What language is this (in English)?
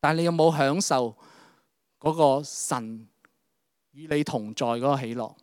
Cantonese